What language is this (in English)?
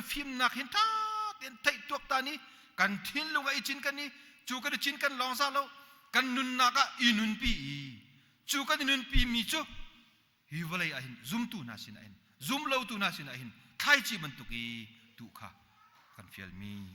Hakha Chin